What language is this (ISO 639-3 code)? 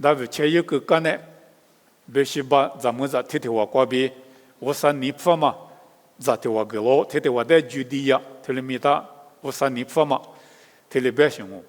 lis